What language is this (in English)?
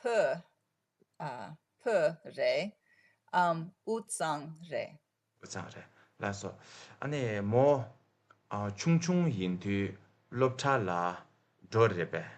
Tibetan